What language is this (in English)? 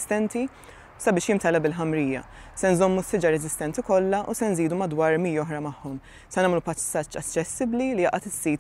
Maltese